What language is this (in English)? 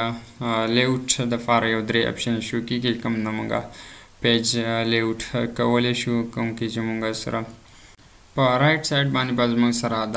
Pashto